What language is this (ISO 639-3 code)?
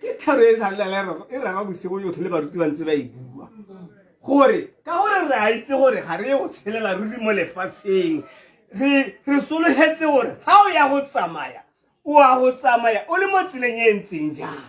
tsn